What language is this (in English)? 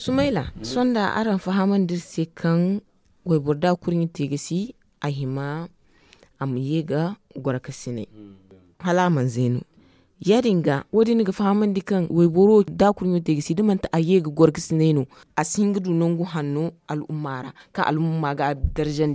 Zarma